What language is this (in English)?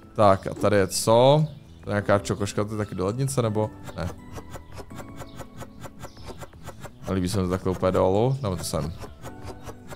Czech